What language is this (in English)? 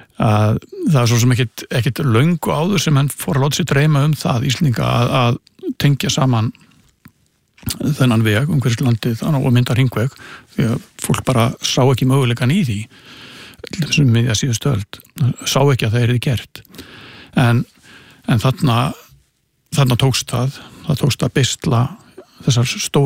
Icelandic